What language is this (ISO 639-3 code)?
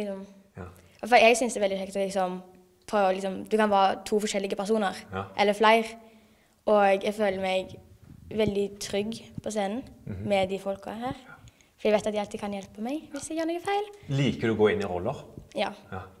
nor